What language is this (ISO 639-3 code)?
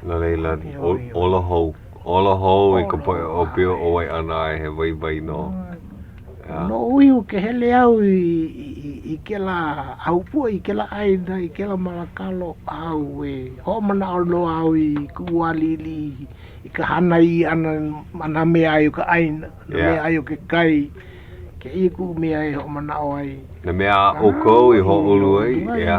haw